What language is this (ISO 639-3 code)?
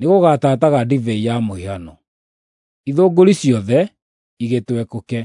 kik